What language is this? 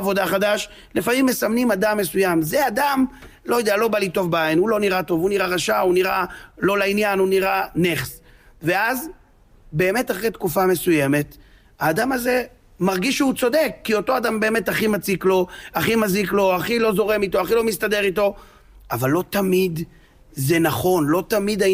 Hebrew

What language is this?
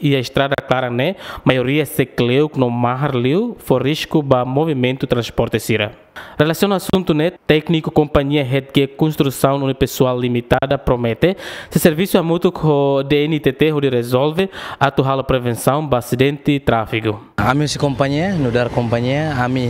Tetum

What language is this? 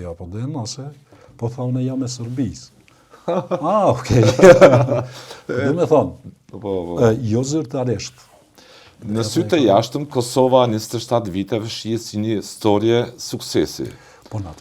Albanian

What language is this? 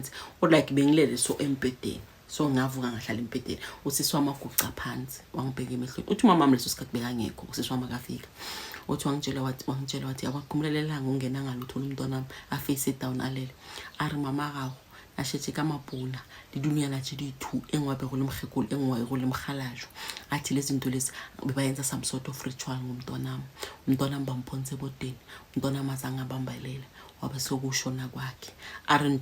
Zulu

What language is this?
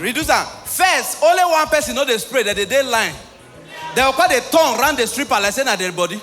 Nigerian Pidgin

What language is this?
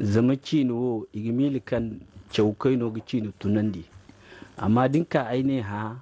Zarma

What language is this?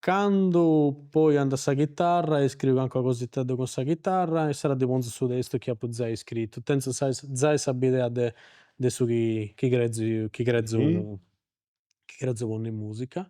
Sardinian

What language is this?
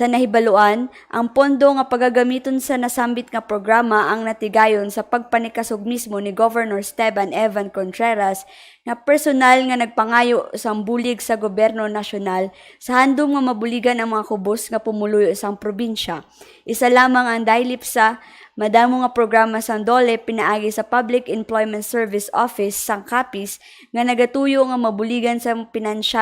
Hiligaynon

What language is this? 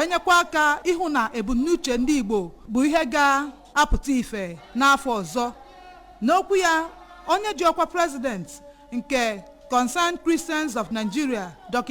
Igbo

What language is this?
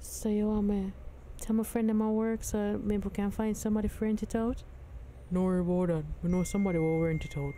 Jamaican Creole English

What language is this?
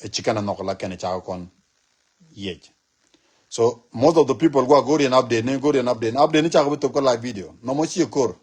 Nuer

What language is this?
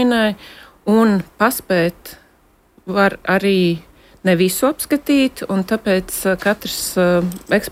Latvian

